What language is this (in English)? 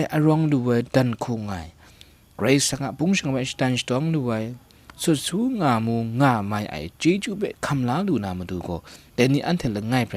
Kachin